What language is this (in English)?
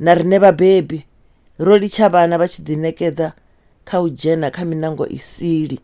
Venda